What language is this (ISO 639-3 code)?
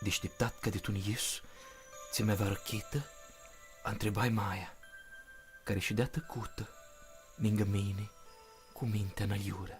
rup